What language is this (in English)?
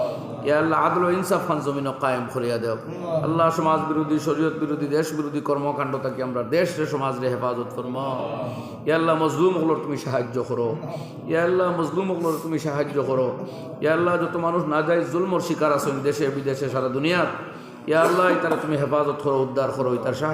Sylheti